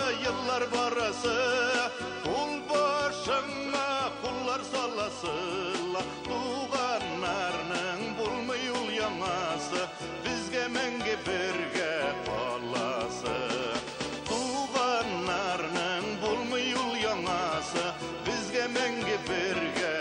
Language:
Bashkir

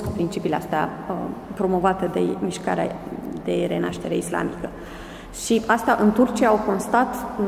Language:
Romanian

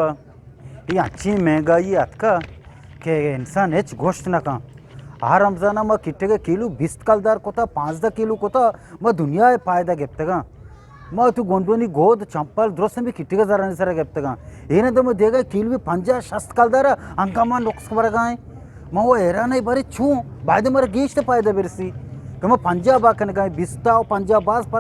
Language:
Eastern Balochi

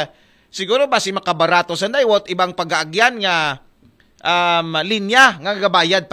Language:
Aklanon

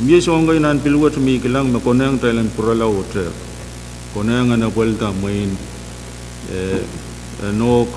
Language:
Pohnpeian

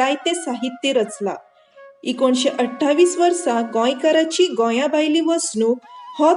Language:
Konkani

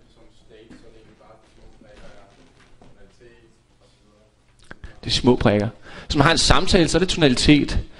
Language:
Danish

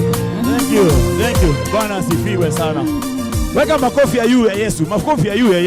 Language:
Meru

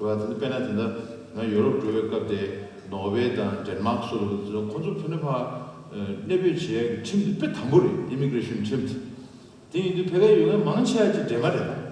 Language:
Tibetan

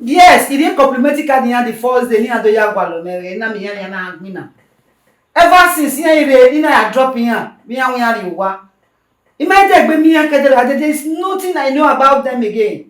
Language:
Bini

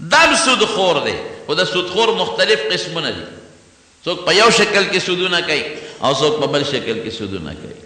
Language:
Pashto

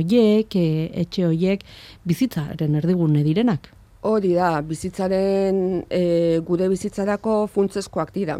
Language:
Basque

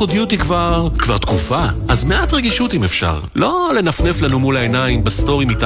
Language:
Hebrew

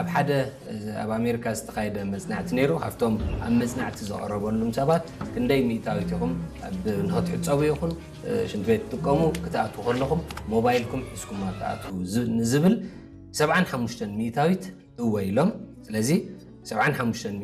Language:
Tigrinya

